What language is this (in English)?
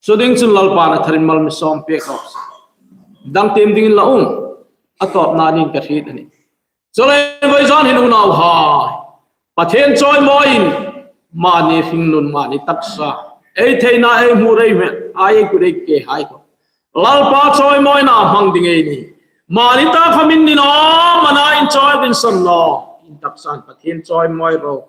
Hmar